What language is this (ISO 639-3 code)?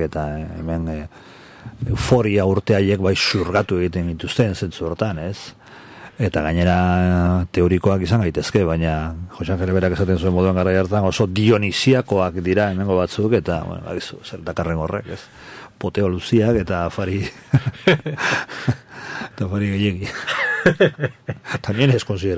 eus